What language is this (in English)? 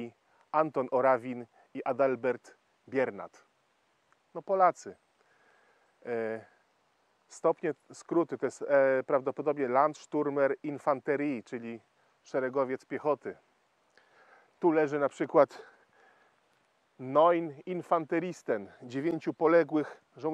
Polish